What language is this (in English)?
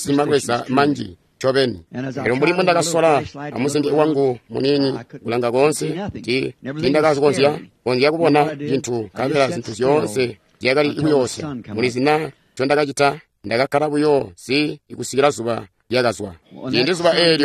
Tonga (Zambia)